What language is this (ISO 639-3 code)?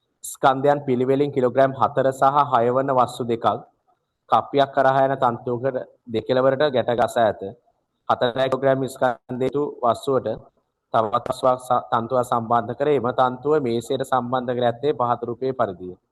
sin